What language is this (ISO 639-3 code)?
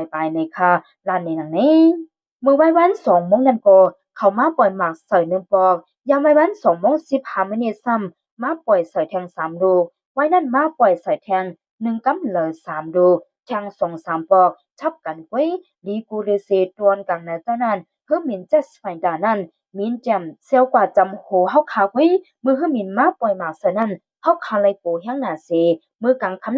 shn